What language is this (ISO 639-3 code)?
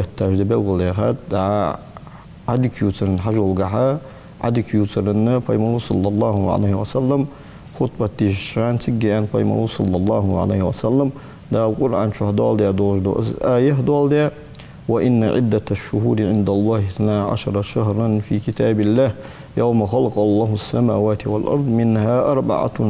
inh